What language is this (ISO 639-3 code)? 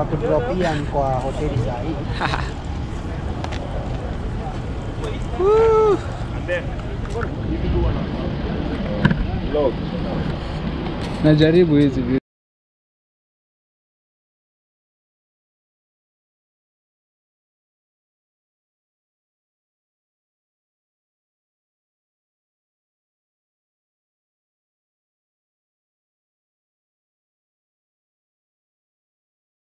swa